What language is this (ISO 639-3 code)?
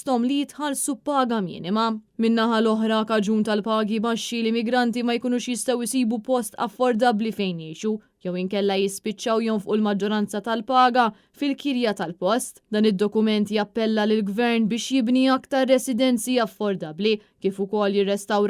mlt